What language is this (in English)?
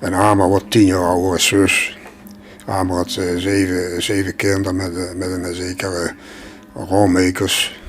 Limburgish